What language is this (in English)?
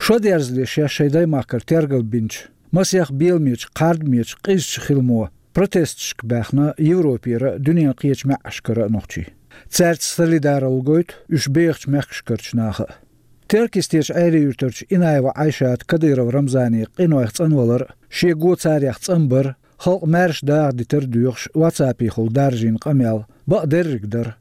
Chechen